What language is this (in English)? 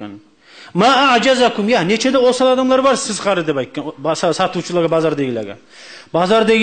Kumyk